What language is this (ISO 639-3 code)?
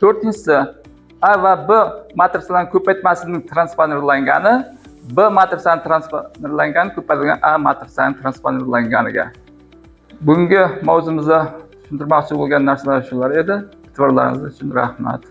uzb